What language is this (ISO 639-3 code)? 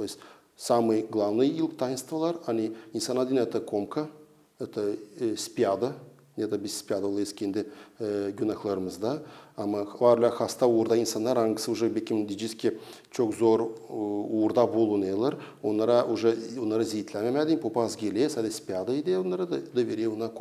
gag